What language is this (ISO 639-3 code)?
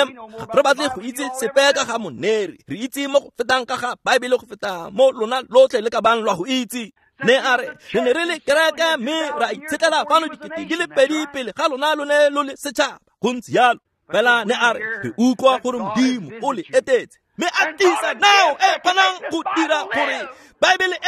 tsn